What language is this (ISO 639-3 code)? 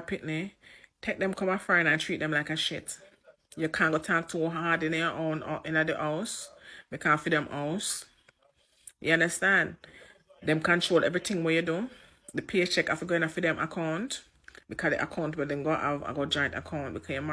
jam